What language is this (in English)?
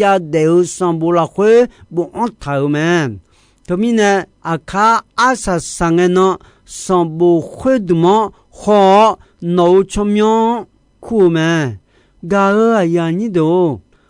Akha